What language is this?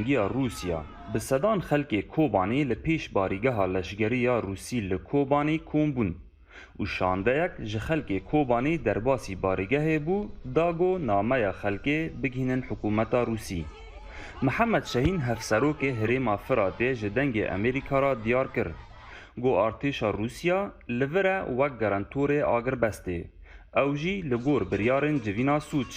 Kurdish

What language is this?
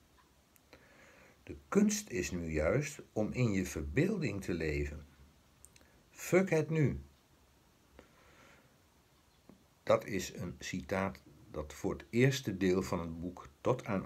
Dutch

